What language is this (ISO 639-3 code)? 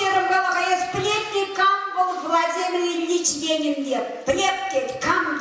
chv